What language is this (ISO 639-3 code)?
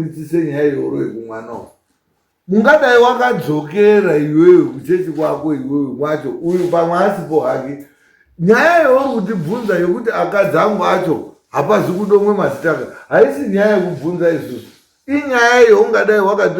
sna